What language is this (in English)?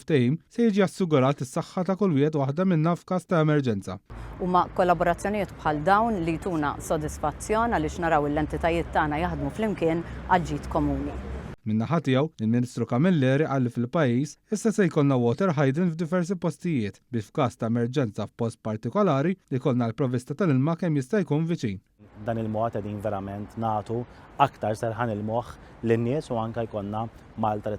Maltese